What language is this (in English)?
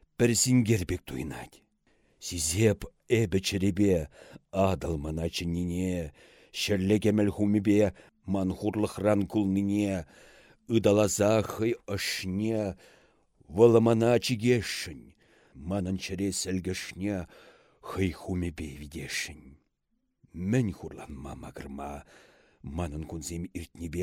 Chuvash